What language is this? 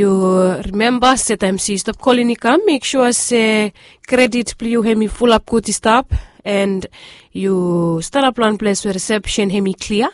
Bislama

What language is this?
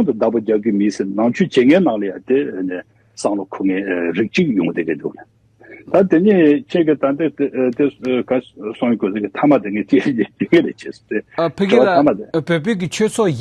Tibetan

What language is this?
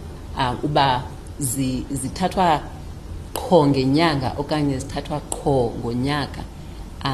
Xhosa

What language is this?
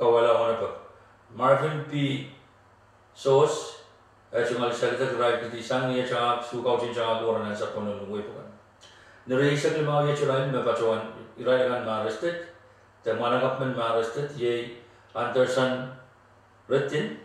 Pohnpeian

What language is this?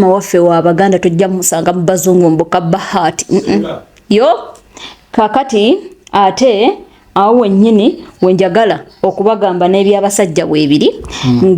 Ganda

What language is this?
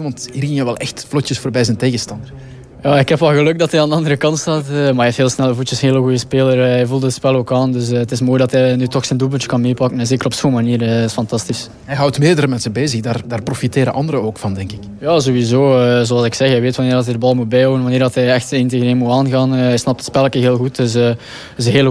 Dutch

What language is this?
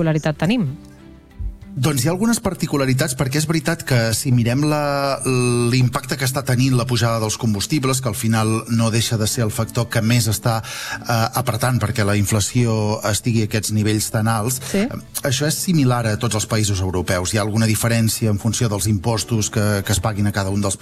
Catalan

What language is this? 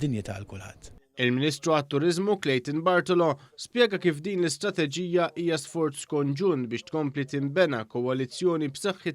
Maltese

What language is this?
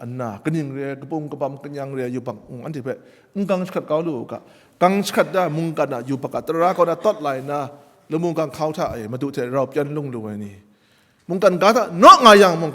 Kachin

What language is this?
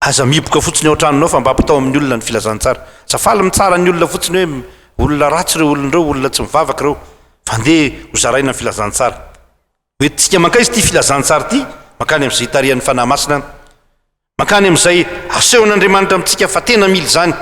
Malagasy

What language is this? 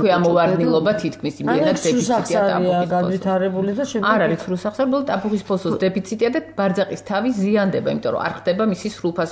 Georgian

